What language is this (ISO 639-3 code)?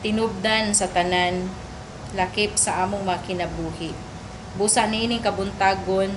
ceb